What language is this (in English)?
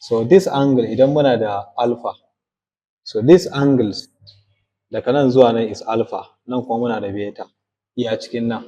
Hausa